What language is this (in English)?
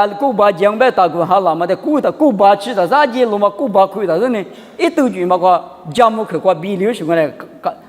Lisu